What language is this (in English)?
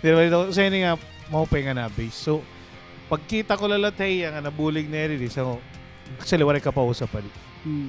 Waray